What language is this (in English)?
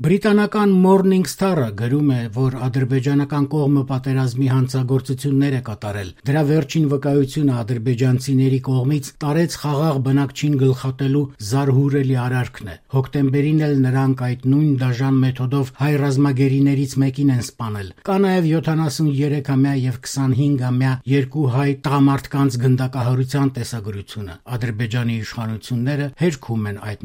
Armenian